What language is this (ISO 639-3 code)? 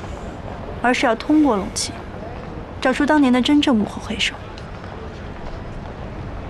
zho